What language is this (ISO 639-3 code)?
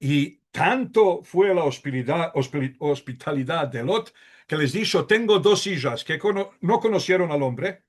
lad